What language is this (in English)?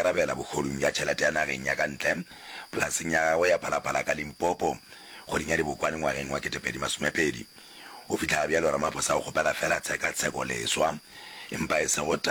Northern Sotho